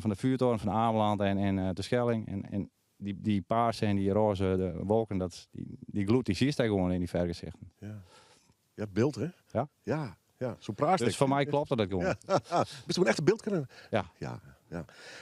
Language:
Western Frisian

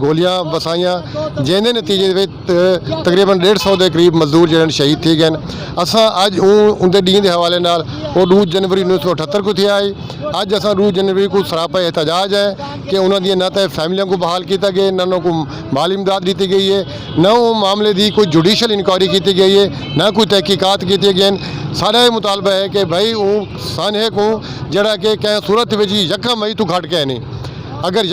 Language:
Saraiki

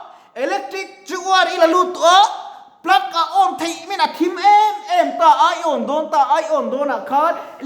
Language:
Mizo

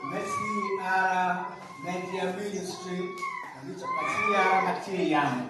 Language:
Acoli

